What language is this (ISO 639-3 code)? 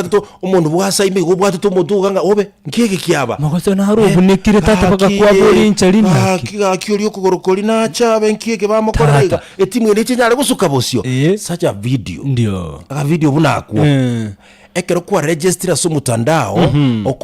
guz